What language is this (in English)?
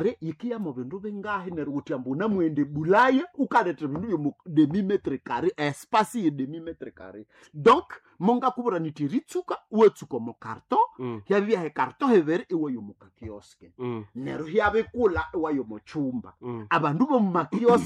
Nande